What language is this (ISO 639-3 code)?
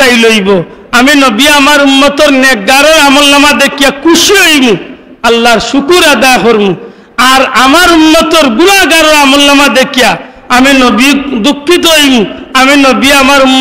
syl